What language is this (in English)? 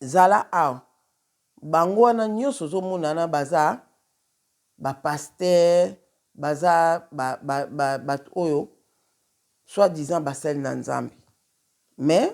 Lingala